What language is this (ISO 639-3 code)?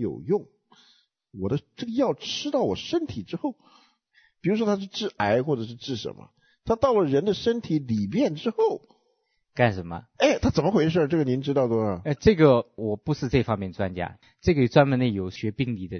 zho